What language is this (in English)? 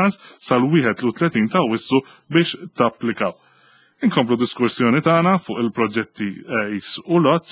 Maltese